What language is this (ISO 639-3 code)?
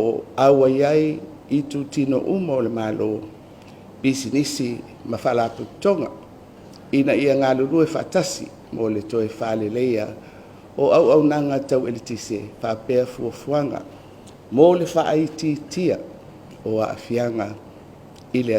smo